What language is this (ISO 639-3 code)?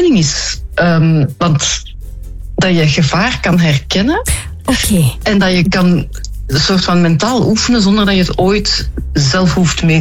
nld